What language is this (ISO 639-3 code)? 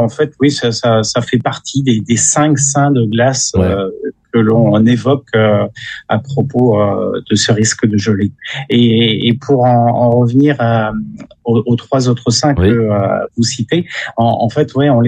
fra